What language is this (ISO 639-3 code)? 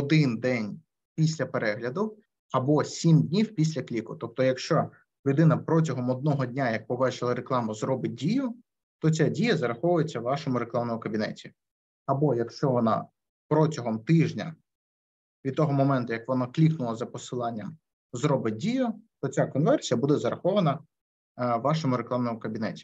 ukr